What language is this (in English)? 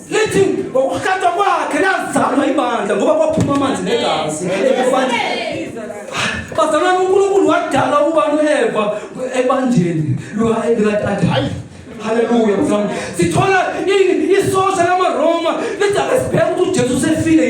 Zulu